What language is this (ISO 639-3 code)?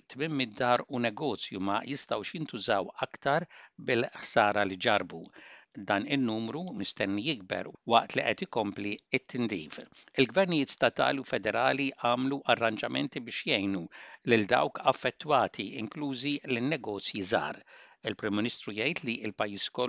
mlt